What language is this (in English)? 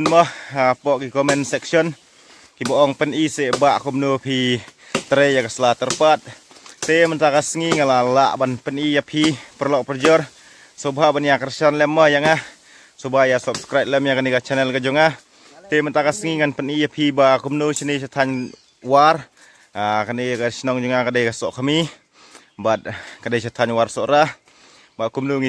Khasi